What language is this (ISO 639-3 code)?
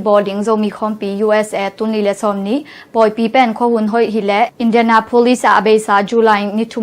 ctd